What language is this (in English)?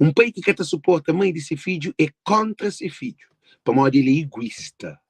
Kabuverdianu